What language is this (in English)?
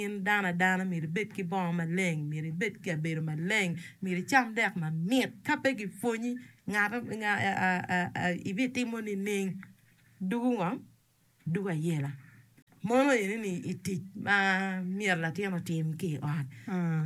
Acoli